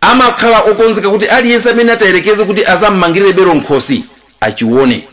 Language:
Nyanja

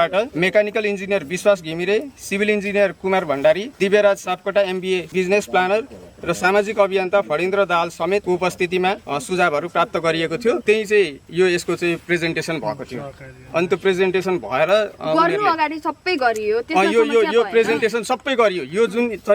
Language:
Nepali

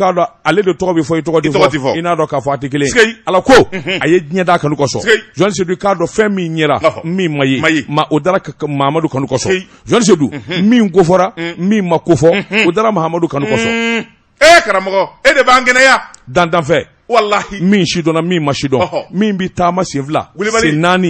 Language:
Bambara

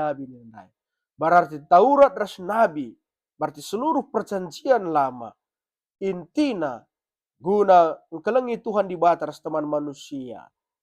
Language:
Batak Karo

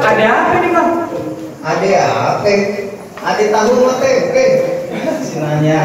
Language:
Betawi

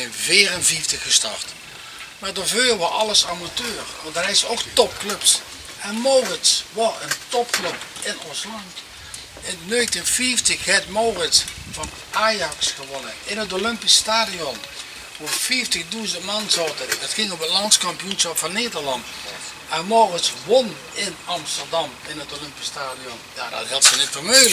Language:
Limburgish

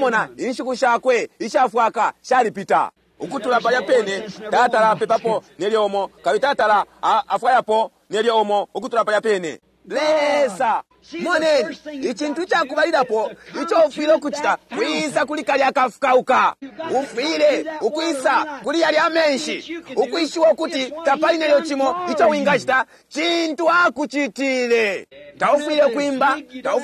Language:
Bemba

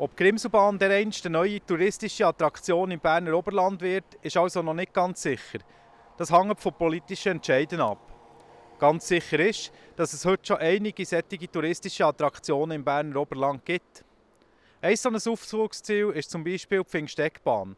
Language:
Swiss German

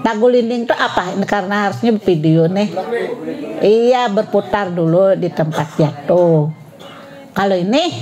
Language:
Banjar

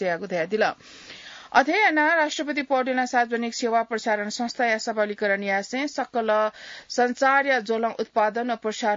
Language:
Newari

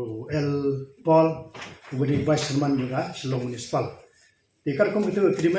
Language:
Khasi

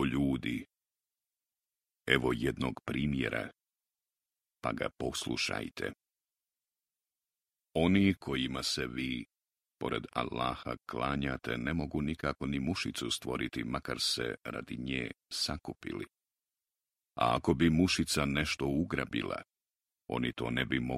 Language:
Bosnian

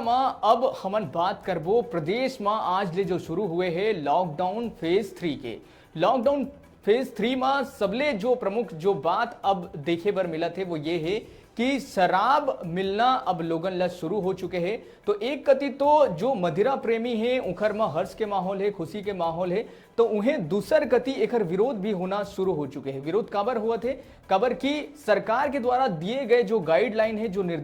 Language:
Chhattisgarhi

